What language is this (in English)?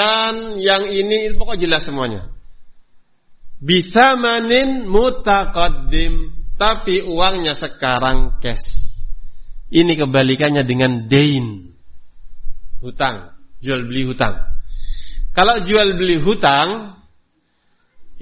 Indonesian